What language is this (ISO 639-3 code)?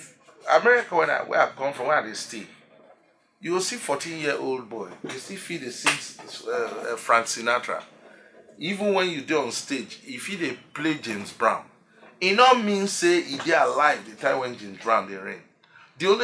pcm